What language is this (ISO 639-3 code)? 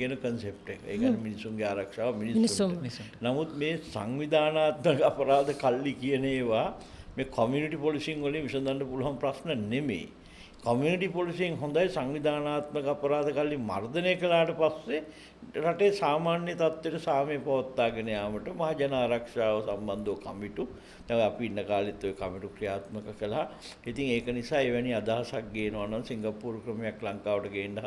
sin